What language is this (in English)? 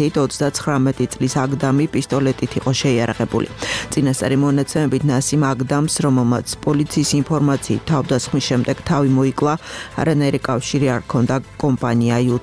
Georgian